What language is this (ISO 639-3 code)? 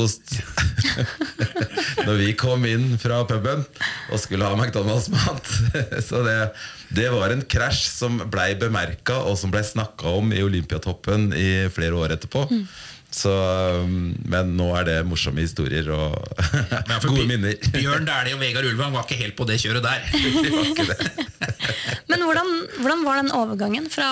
nor